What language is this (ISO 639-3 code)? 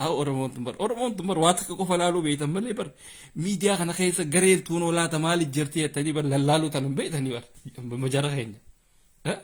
orm